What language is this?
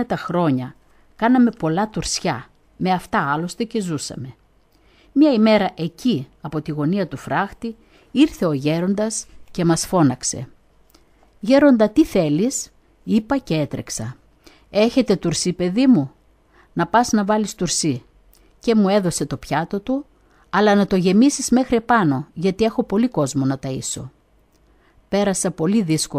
Greek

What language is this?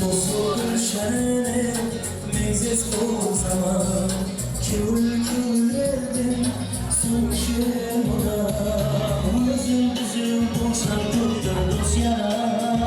Kara-Kalpak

